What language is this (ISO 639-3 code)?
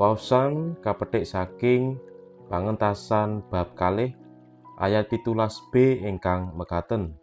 jav